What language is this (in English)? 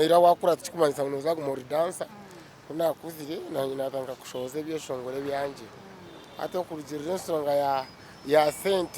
Nyankole